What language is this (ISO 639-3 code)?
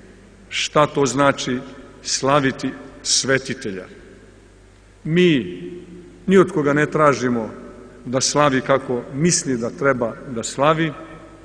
srp